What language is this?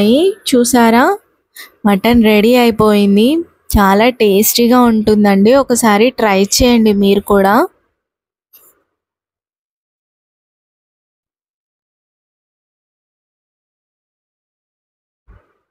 Telugu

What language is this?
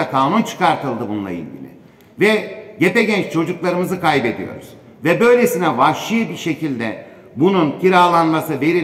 Turkish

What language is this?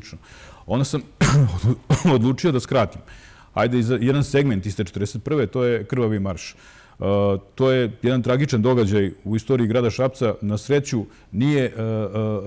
Serbian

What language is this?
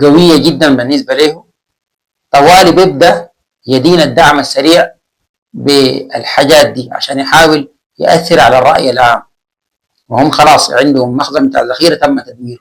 Sudanese Arabic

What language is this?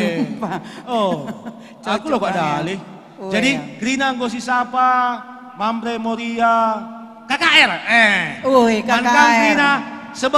Batak Karo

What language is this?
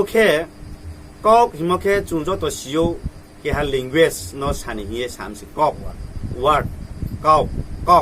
Riang (India)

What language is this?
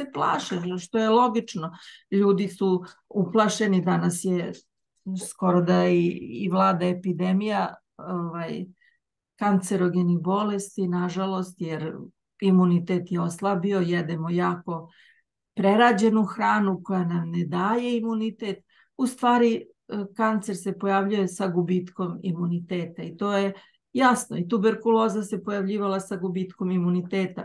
Serbian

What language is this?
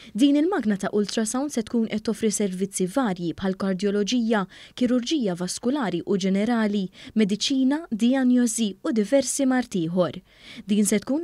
Maltese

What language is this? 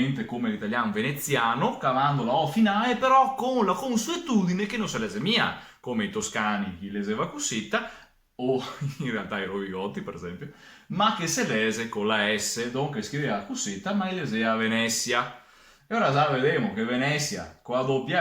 Venetian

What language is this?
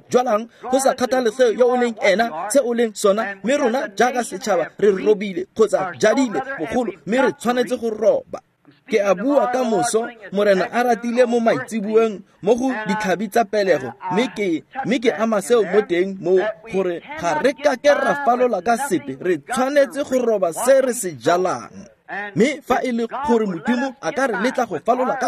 Tswana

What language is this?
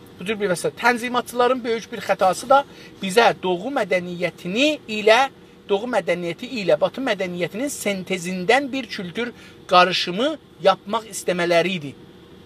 South Azerbaijani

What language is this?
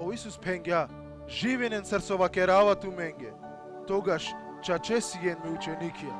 Balkan Romani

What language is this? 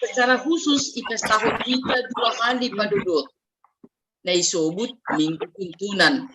Batak Simalungun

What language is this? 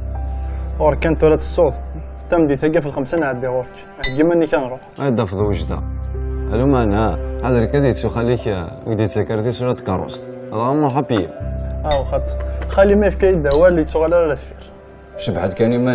Kabyle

